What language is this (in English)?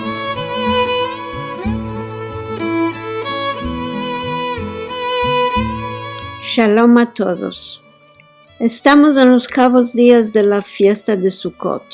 Ladino